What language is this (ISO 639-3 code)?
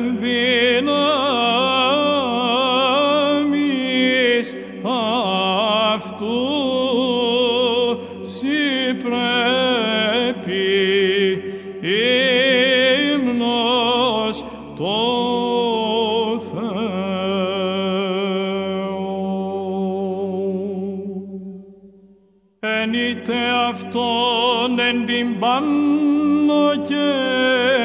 ell